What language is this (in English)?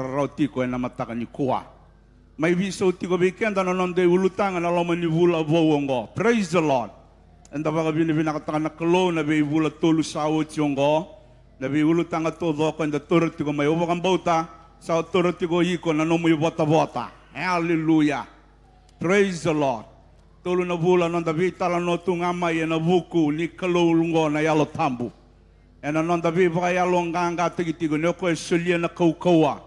Fijian